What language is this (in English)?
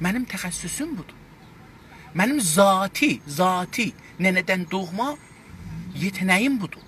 South Azerbaijani